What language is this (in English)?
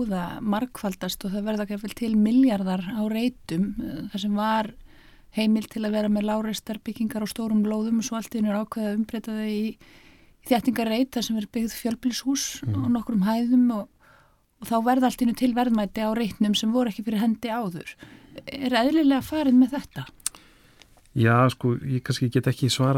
Icelandic